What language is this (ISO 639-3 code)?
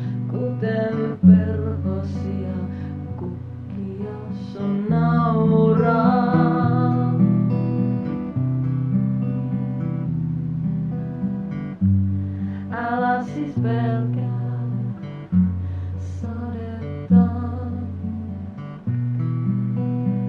fin